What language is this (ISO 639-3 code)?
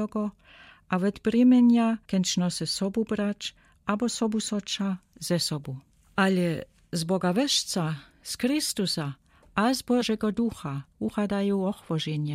dsb